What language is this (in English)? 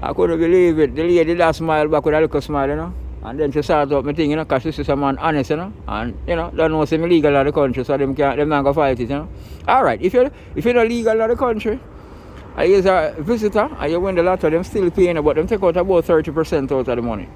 Jamaican Creole English